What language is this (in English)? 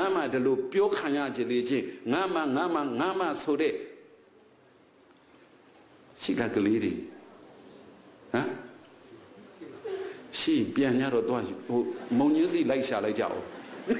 Burmese